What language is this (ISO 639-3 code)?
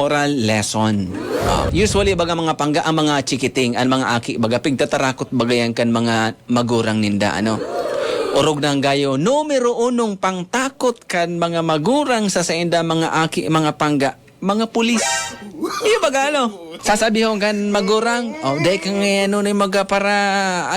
bik